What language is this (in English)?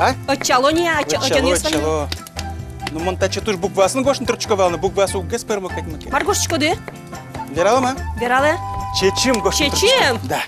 Udmurt